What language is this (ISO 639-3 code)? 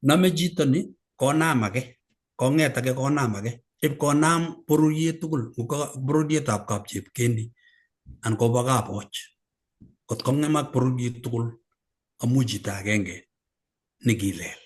kln